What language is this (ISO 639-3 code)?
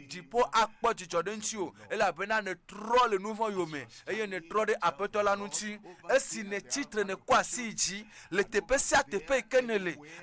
ewe